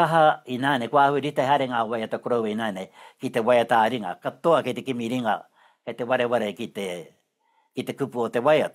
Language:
Māori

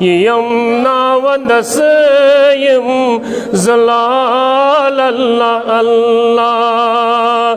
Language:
Kashmiri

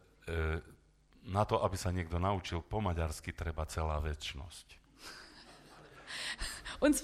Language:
Slovak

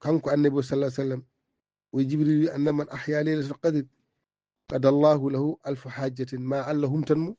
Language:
Fula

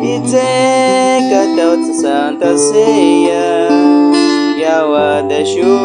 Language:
Baniwa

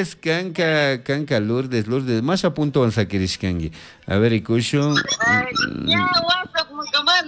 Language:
Chimborazo Highland Quichua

